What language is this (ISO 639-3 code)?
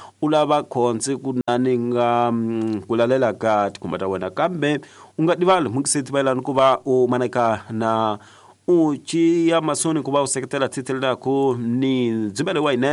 tso